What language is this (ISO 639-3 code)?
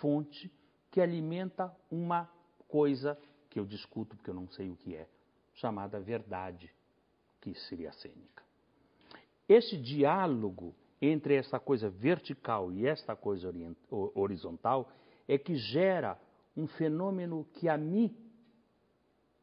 por